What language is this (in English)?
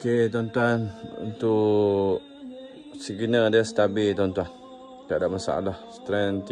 Malay